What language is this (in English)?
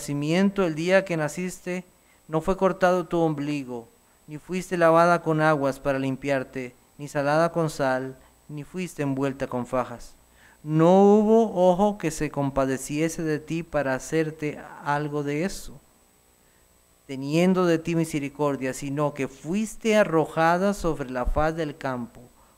Spanish